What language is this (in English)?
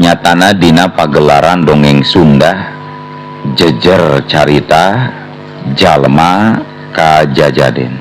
Sundanese